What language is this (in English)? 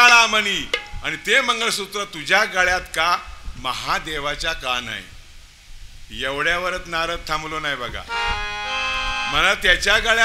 Marathi